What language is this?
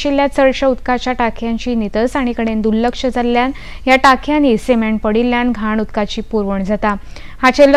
Konkani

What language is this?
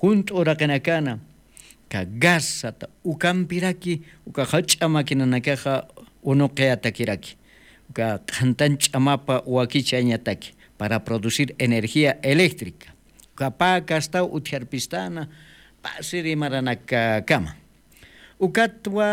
Aymara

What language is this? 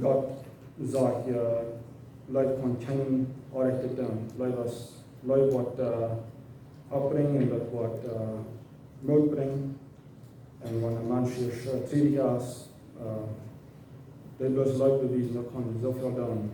Plautdietsch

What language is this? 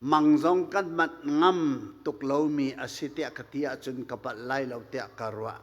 Hakha Chin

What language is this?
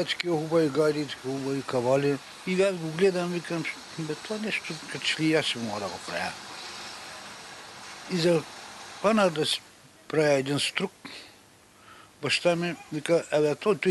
Bulgarian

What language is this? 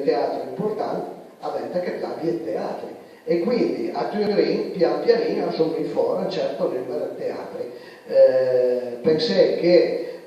Piedmontese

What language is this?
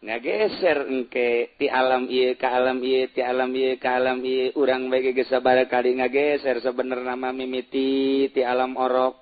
Sundanese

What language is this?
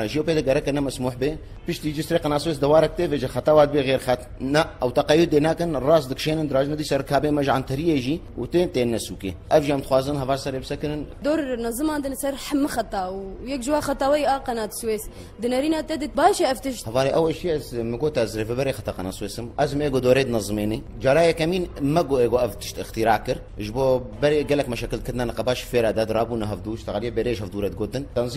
Kurdish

